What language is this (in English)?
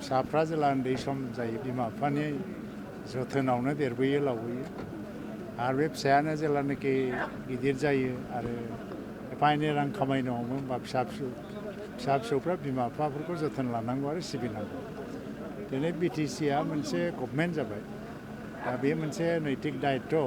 Bodo